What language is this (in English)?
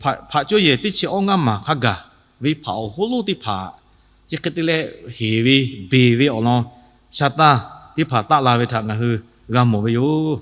Lahu